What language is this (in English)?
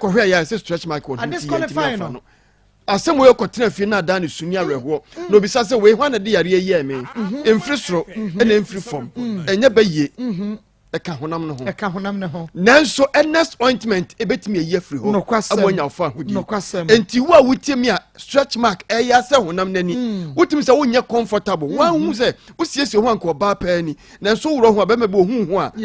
Akan